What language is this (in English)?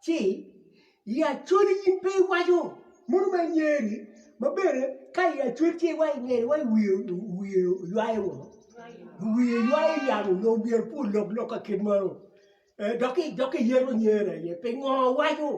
Acoli